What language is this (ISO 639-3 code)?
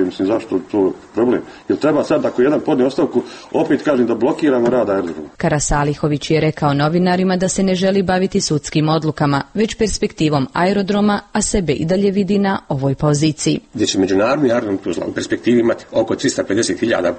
srp